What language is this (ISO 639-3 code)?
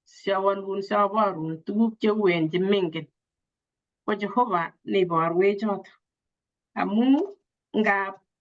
kln